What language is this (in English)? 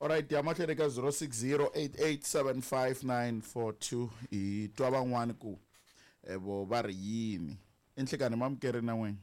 Tsonga